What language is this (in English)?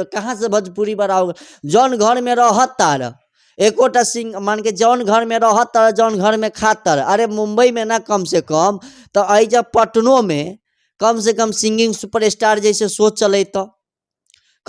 Bhojpuri